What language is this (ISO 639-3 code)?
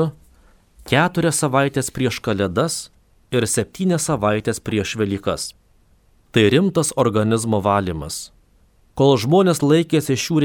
lit